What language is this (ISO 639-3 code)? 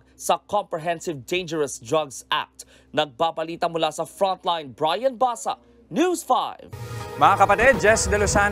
fil